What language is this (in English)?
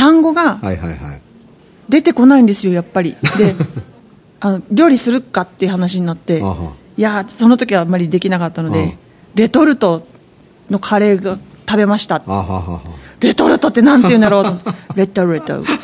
Japanese